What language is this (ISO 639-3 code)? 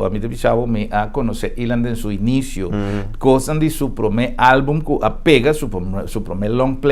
pap